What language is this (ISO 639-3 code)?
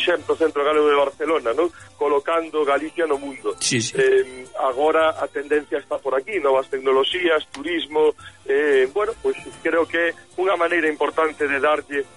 glg